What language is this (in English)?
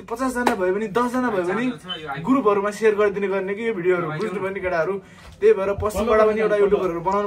Nepali